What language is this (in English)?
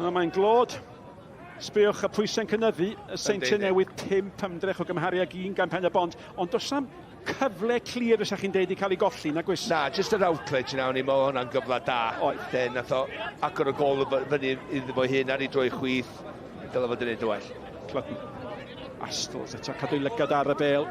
Welsh